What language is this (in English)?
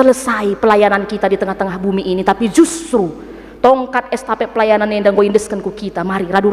Batak Karo